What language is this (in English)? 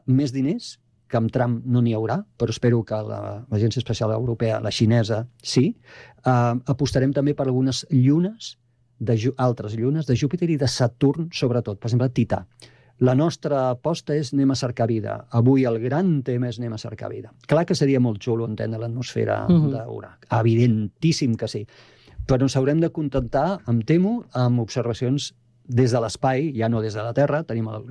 Catalan